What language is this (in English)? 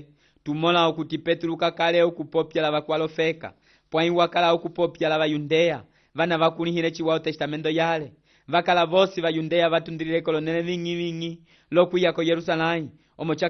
Umbundu